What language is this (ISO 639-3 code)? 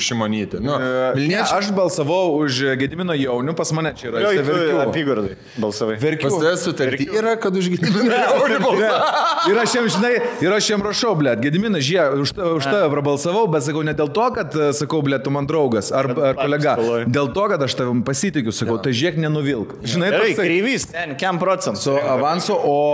lit